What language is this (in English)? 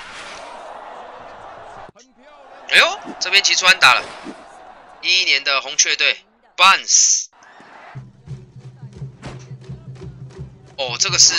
Chinese